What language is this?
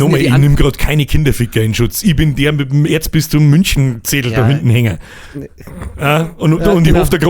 Bavarian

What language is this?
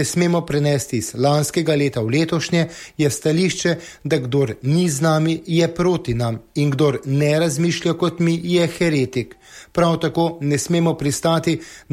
Slovenian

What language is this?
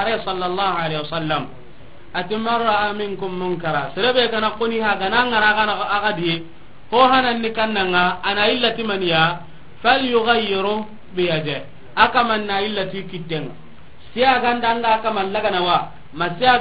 Soninke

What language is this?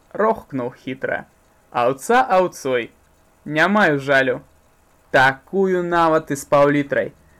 Belarusian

